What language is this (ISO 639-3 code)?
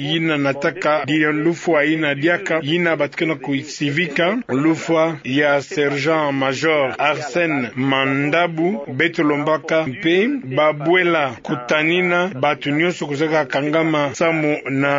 ktu